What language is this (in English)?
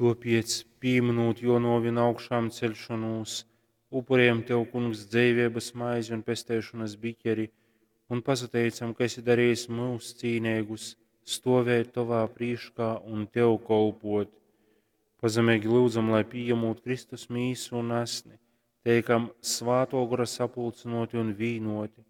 Latgalian